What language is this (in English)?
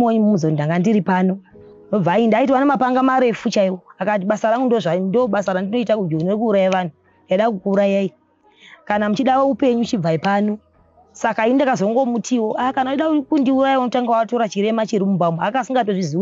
Shona